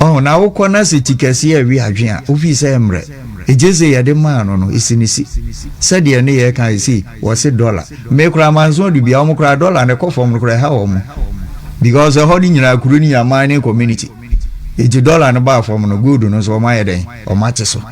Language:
Akan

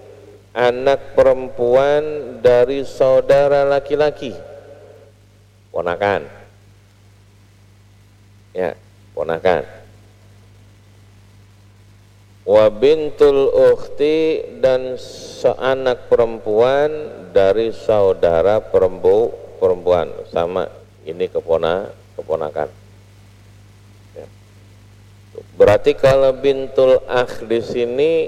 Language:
Indonesian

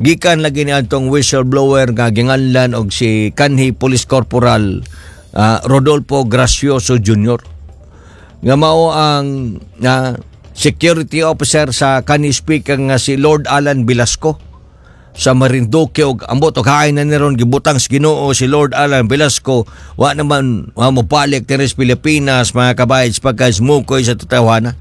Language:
Cebuano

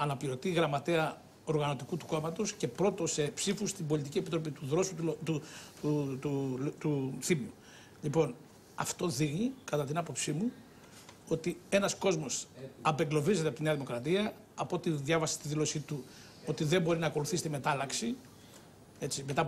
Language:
Greek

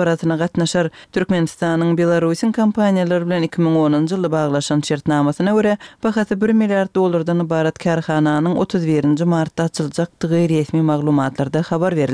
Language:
Kyrgyz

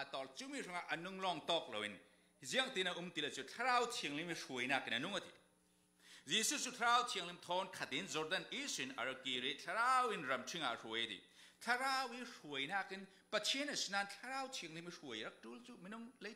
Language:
Falam Chin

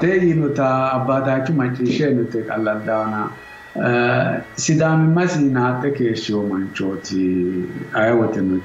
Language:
Sidamo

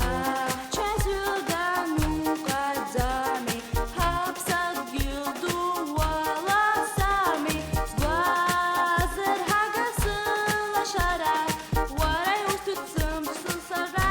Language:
Abkhazian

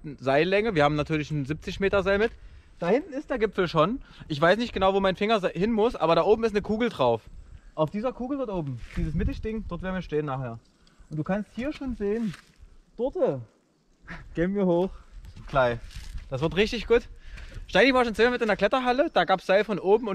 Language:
German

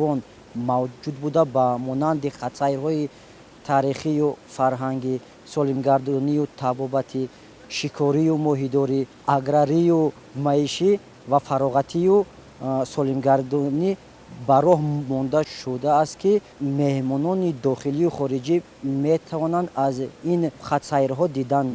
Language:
Tajik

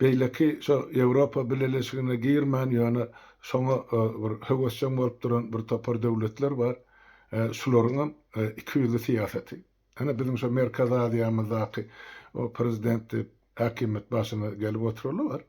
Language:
Turkmen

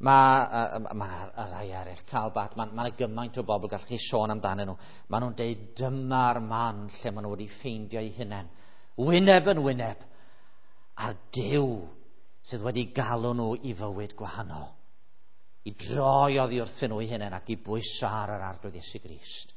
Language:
Welsh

